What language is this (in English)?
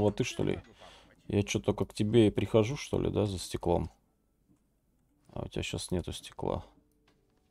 Russian